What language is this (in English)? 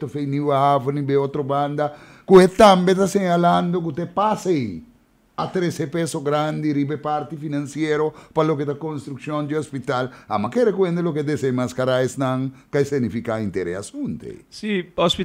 Papiamento